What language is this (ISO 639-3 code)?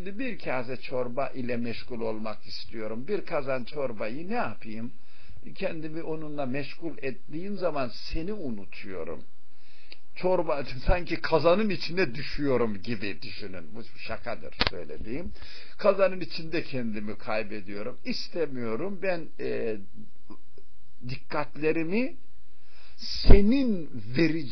tur